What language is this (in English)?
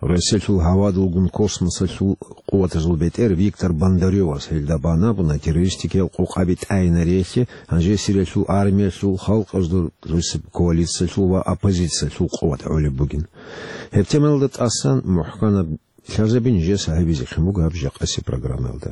Avaric